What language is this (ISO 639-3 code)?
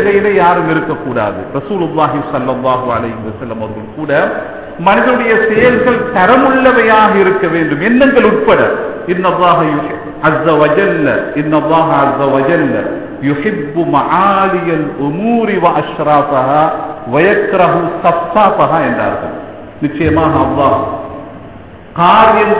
tam